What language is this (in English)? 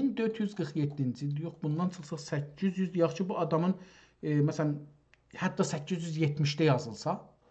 South Azerbaijani